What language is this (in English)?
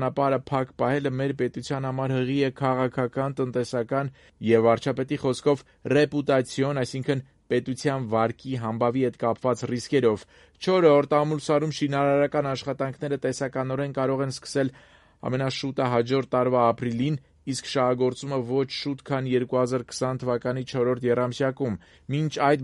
Armenian